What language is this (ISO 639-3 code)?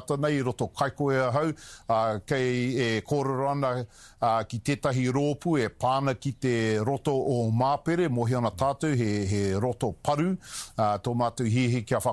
mri